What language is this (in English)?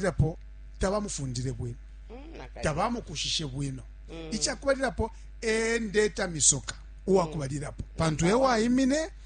Bemba